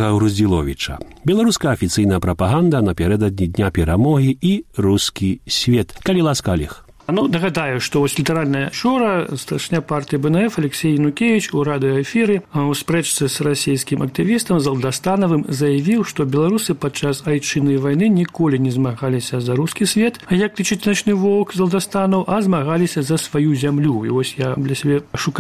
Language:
Belarusian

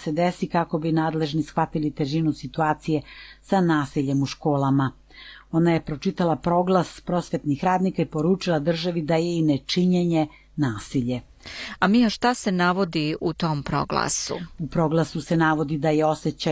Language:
Serbian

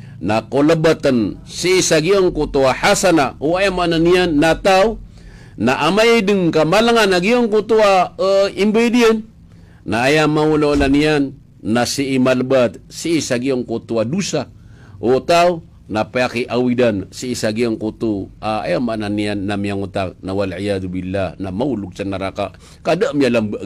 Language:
Maranao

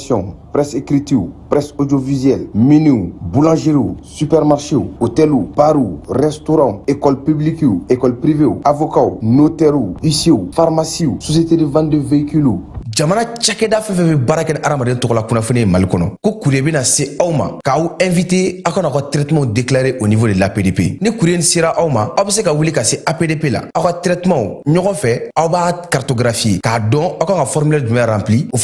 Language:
Bambara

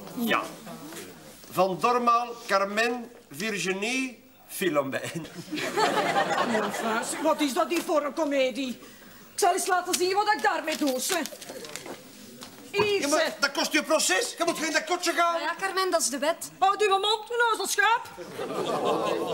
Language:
Dutch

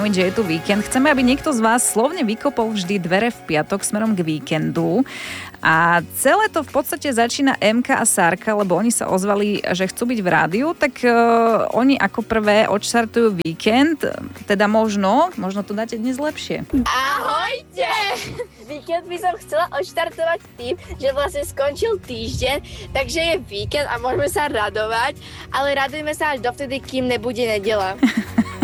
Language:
Slovak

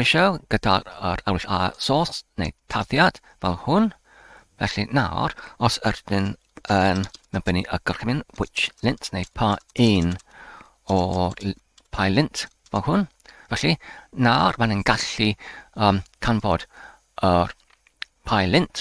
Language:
Welsh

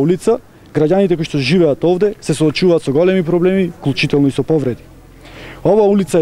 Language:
Macedonian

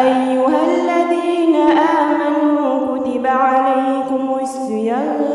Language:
Ngazidja Comorian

